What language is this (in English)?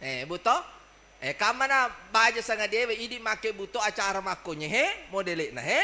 Buginese